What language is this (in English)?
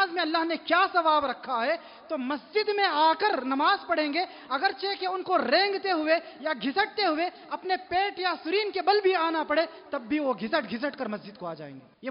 Urdu